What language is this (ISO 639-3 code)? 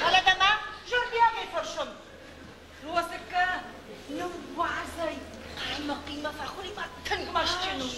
oss